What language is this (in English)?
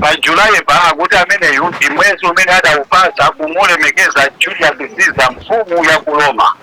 Nyanja